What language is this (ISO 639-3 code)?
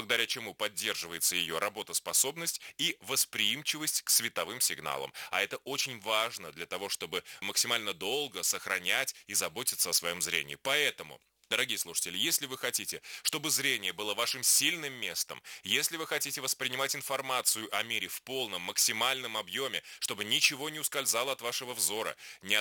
rus